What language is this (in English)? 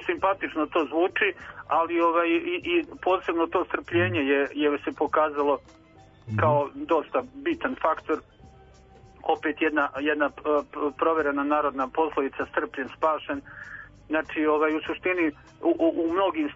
Serbian